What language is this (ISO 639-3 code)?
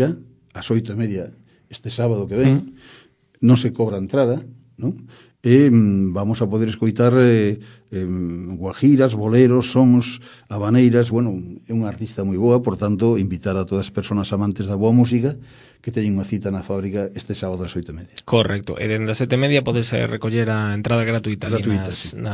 glg